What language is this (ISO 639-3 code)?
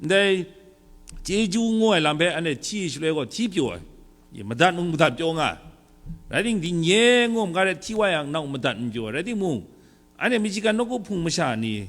kac